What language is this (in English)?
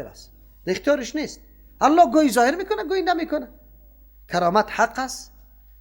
Persian